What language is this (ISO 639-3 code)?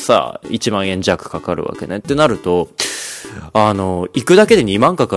jpn